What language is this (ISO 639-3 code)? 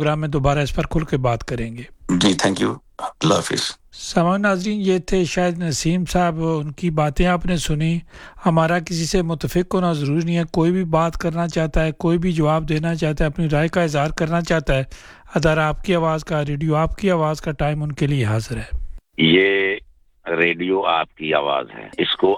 urd